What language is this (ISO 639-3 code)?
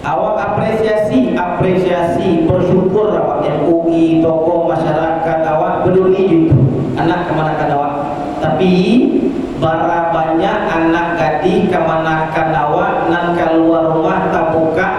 min